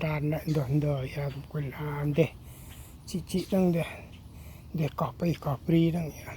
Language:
Central Mnong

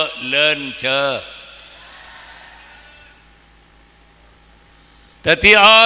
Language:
Madurese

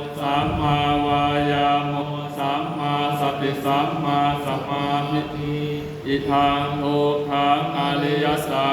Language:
Pali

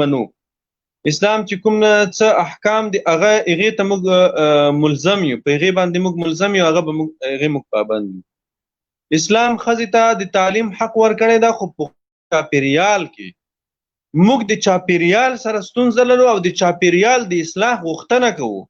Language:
Pashto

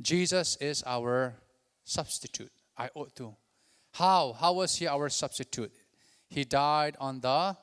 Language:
Hakha Chin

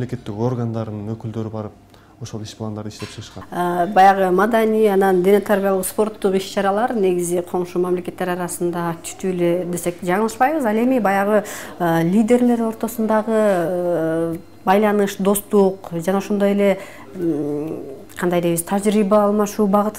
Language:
Kyrgyz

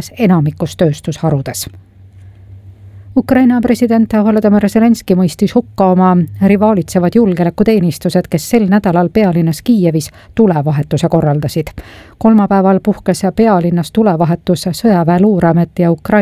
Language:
Estonian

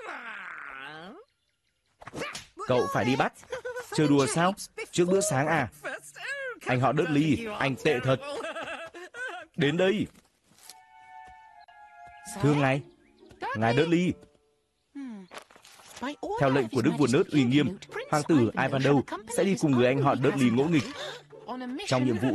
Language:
Vietnamese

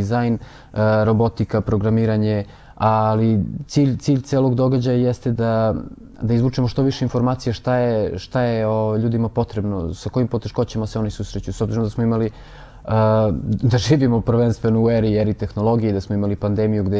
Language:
Serbian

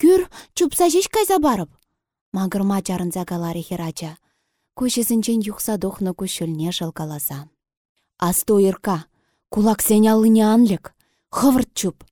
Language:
Chuvash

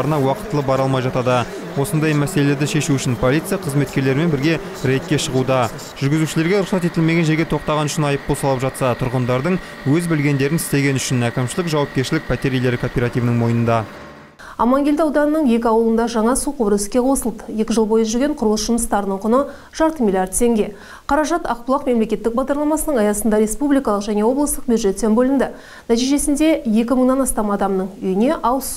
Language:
Kazakh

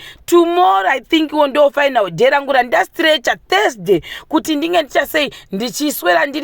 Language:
Shona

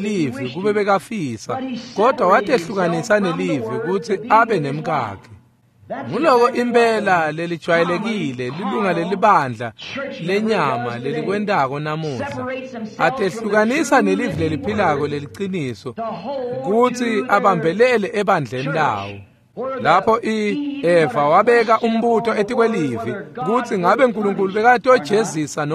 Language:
Swati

